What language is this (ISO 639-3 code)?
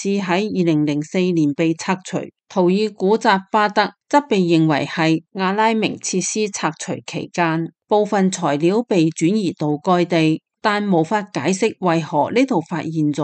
yue